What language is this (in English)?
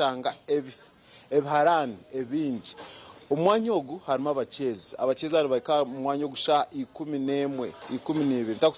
Nyankole